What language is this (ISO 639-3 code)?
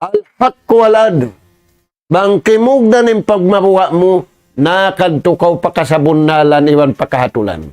tsg